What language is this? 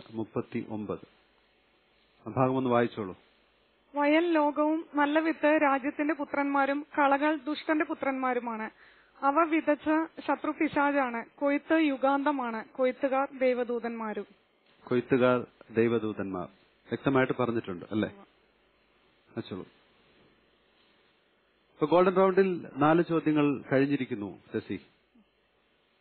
Malayalam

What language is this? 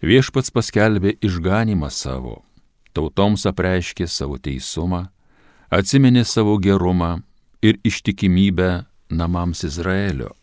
Lithuanian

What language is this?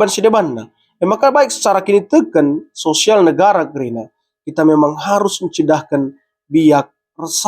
Batak Karo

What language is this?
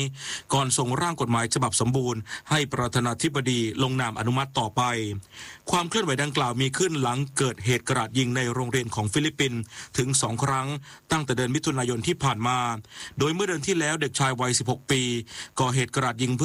Thai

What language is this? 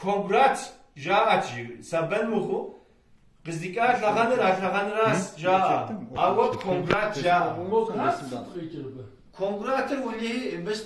Kabardian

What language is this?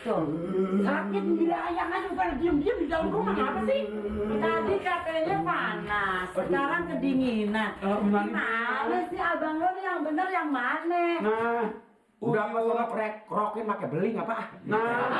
Betawi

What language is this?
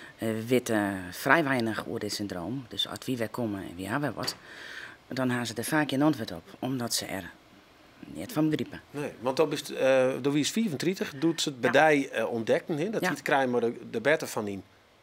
Western Frisian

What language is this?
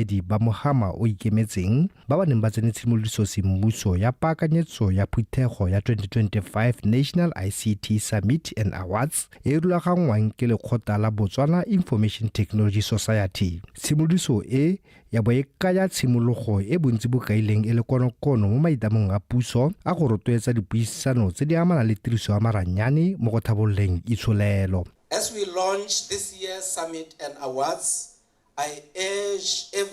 Tswana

